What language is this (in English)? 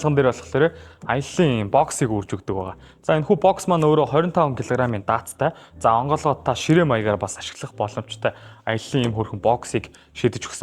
Mongolian